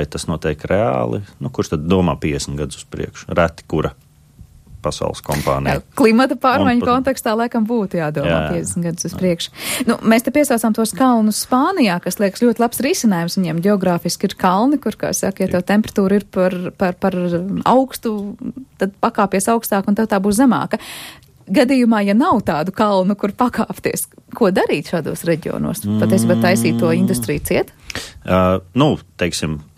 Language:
Latvian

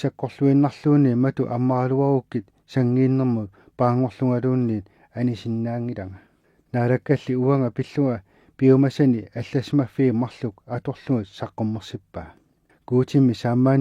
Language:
Kalaallisut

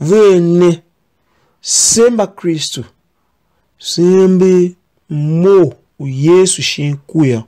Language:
Tiv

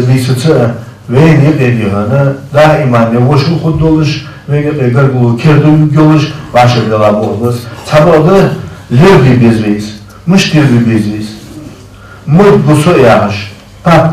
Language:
Ingush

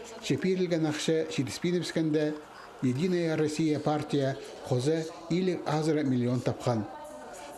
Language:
Khakas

